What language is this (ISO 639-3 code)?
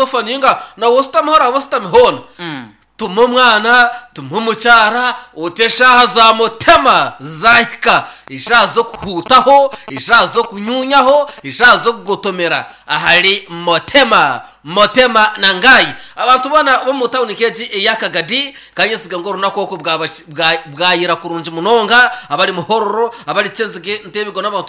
nyn